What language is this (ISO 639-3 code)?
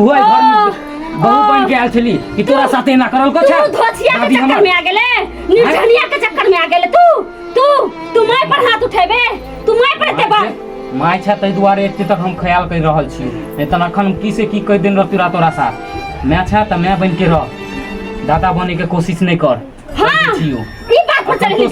mai